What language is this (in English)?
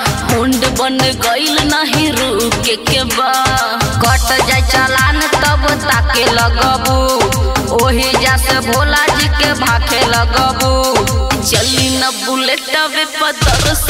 Bhojpuri